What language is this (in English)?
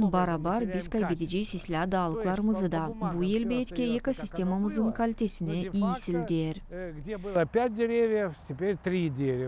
Gagauz